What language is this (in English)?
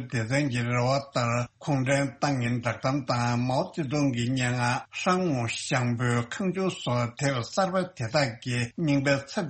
Tibetan